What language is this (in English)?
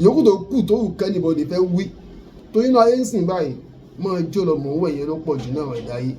Yoruba